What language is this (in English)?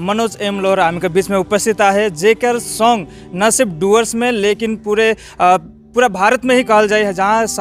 Sadri